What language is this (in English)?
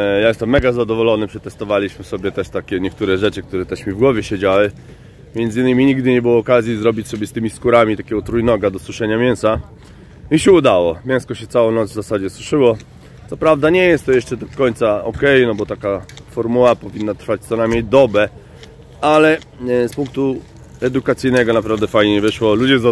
Polish